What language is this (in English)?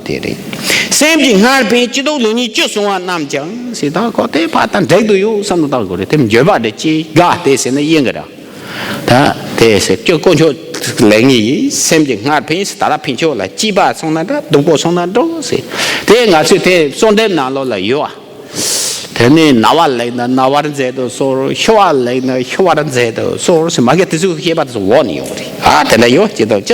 Tibetan